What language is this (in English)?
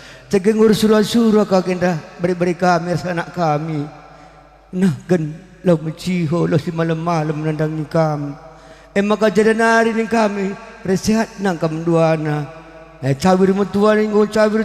Batak Karo